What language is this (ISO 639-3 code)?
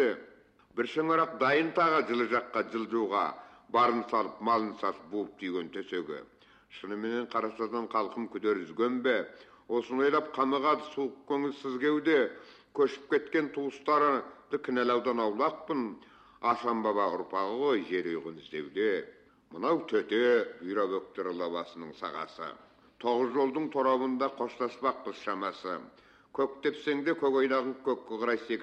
kaz